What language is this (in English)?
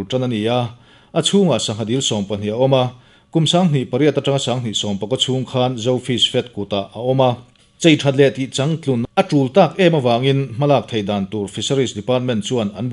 Mizo